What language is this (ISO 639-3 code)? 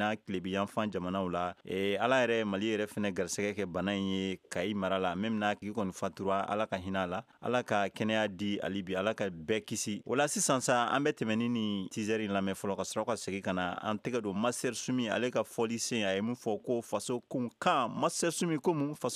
bam